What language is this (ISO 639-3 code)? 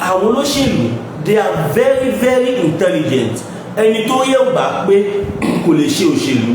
yor